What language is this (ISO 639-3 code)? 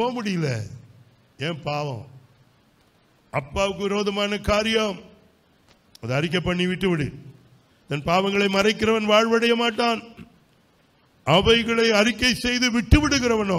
tam